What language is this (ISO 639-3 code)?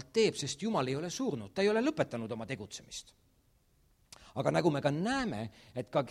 est